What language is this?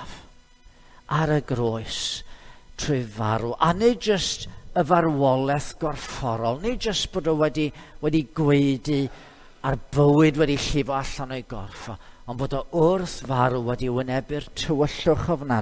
Welsh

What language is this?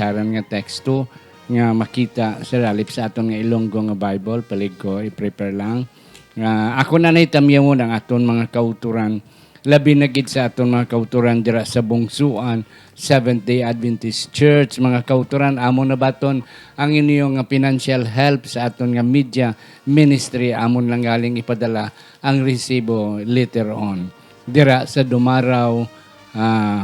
Hiligaynon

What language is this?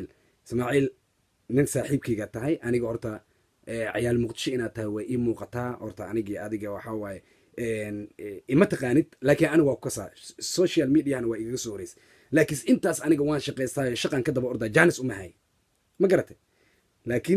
Somali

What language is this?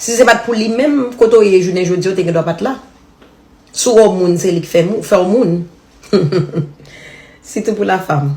Haitian Creole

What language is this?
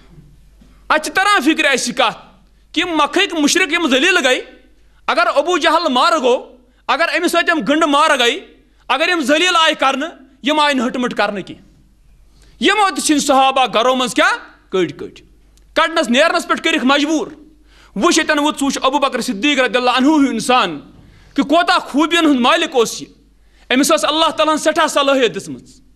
Kashmiri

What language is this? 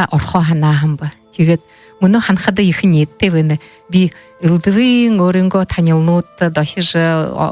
Buriat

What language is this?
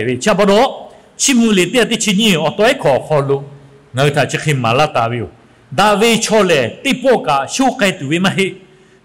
Lahu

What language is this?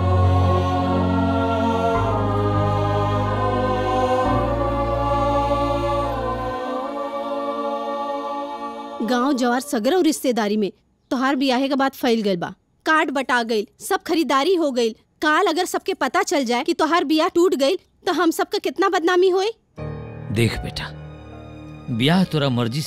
Bhojpuri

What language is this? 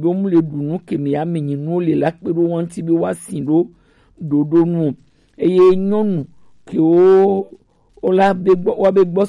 Gen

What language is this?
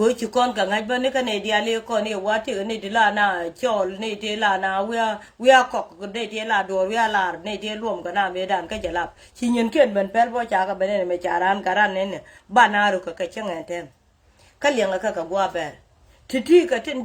Nuer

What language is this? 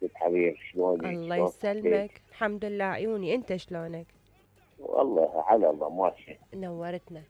Mesopotamian Arabic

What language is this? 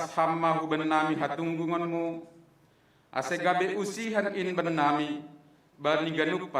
Batak Simalungun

